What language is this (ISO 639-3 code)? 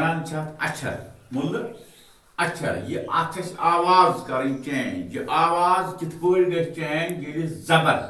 kas